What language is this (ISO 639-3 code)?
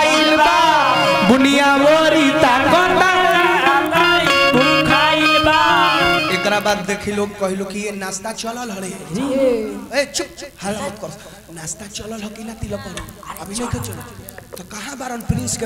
bho